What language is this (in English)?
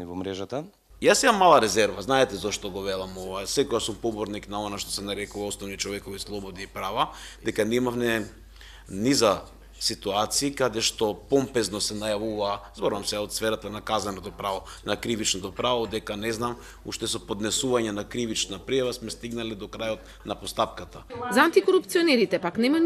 Macedonian